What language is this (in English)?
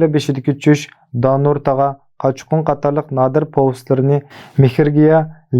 Uyghur